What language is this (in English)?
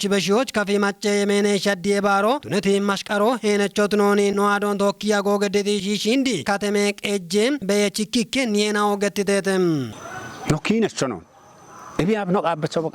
Kafa